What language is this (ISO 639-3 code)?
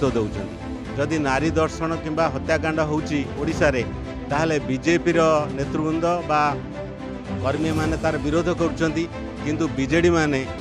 ori